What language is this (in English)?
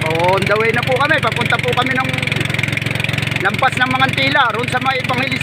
Filipino